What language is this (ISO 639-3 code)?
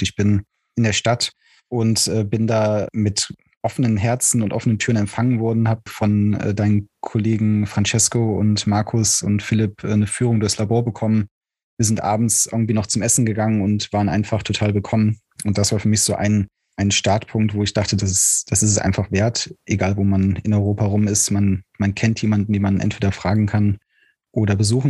deu